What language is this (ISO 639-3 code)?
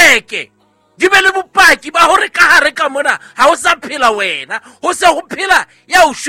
sot